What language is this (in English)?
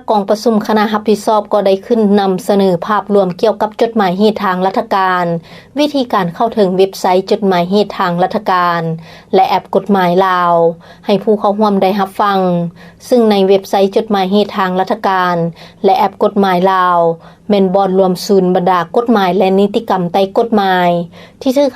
Lao